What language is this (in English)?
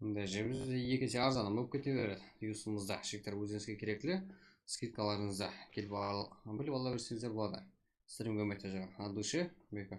Kara-Kalpak